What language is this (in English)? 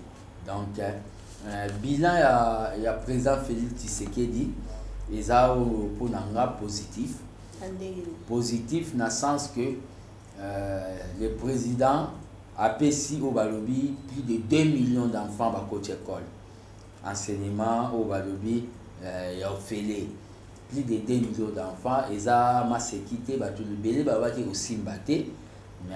Lingala